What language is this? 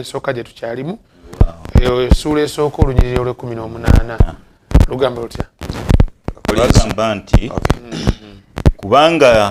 Ganda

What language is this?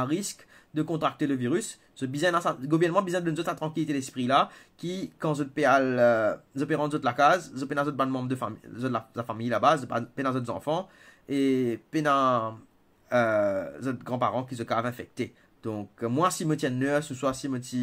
Morisyen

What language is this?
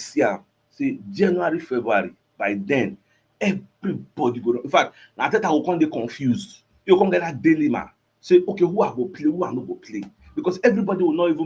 Nigerian Pidgin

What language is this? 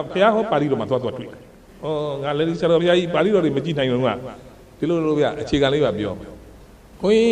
Burmese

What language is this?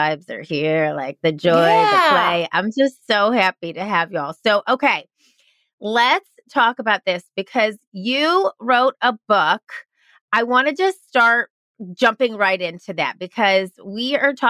English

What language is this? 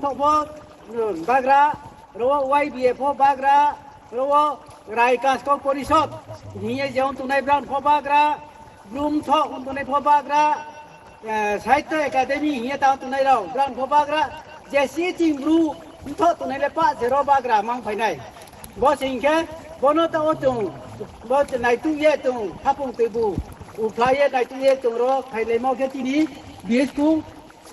Riang (India)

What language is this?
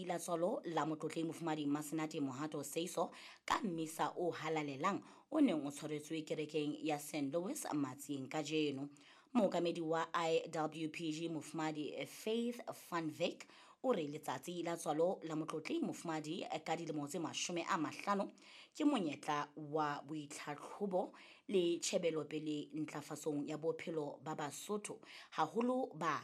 Southern Sotho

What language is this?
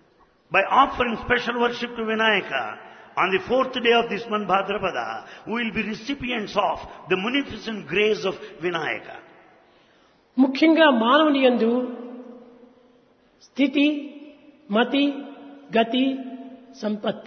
Telugu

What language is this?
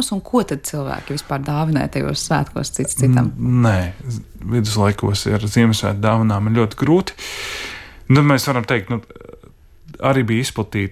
Latvian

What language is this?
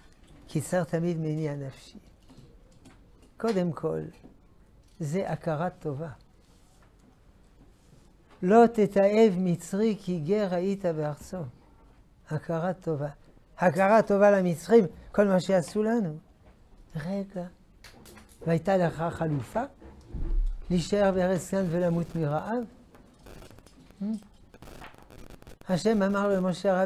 Hebrew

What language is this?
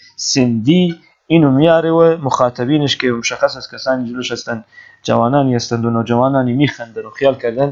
Persian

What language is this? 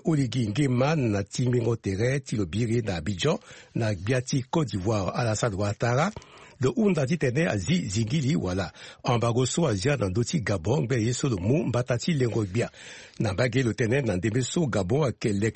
Sango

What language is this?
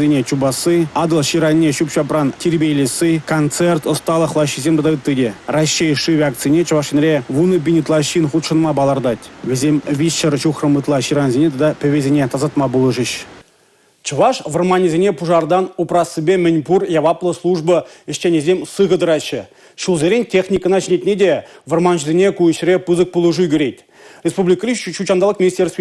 Chuvash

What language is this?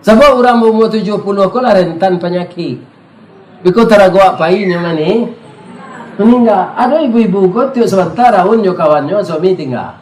Minangkabau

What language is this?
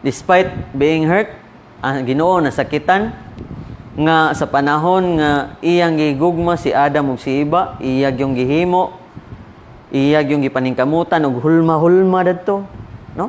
Cebuano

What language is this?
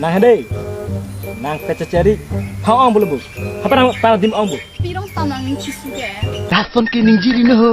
Karbi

